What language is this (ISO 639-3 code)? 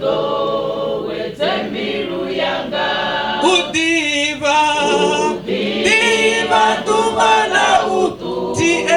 ven